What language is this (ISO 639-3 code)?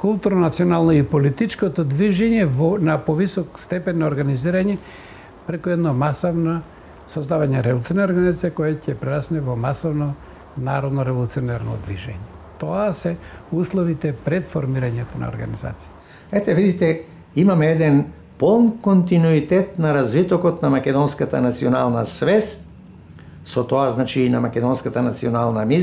mkd